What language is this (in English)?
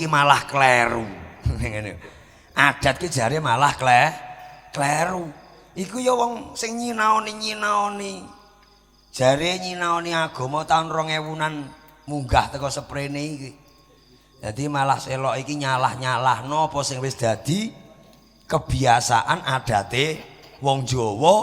Javanese